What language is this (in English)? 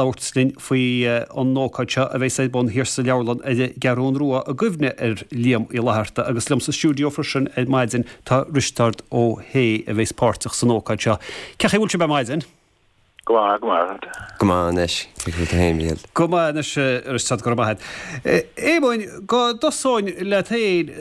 Irish